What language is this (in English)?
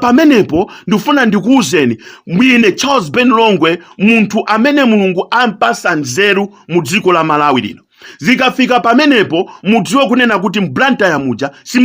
Nyanja